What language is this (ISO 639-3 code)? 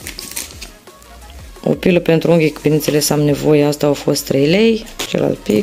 ron